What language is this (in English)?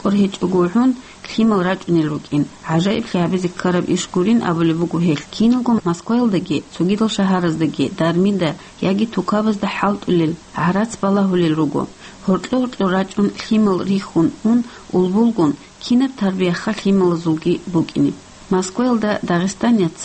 Avaric